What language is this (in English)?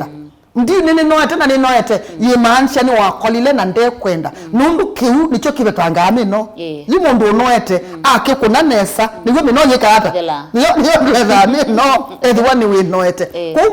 Kamba